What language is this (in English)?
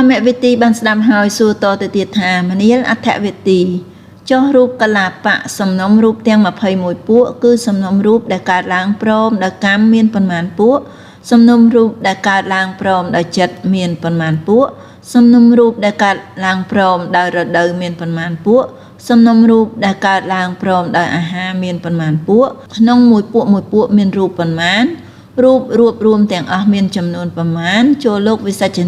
Khmer